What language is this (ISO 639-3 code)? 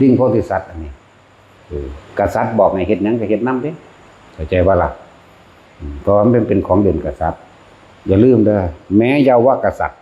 tts